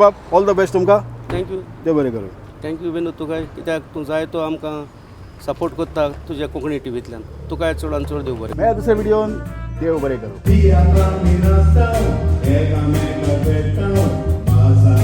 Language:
Konkani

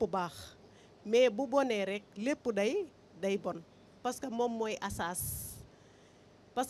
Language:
Wolof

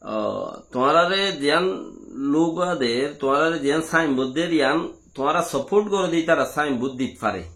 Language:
Rohingya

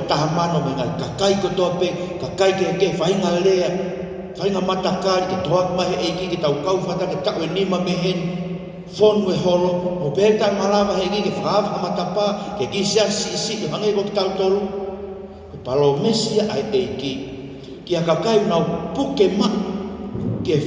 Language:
Tongan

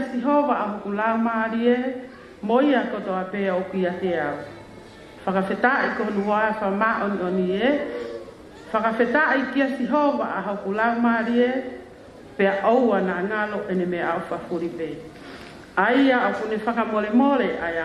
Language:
Tongan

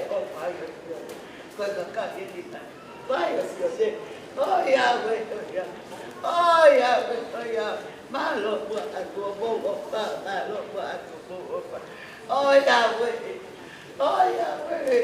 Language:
Tongan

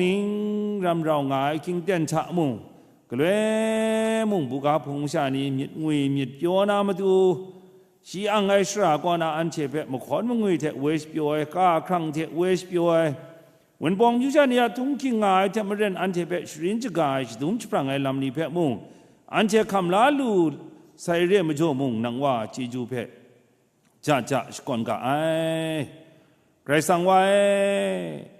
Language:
Kachin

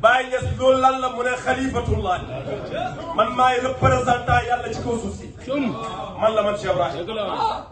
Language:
Wolof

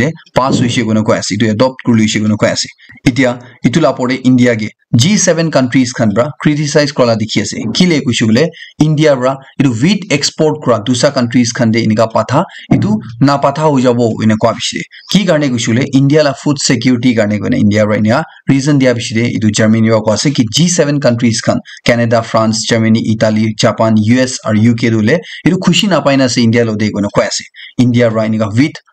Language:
Naga Pidgin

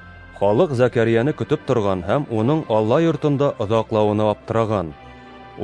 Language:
Bashkir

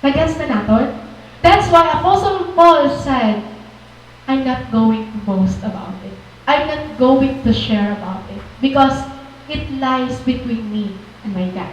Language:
Waray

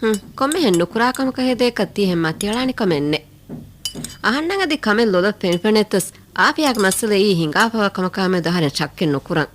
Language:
Divehi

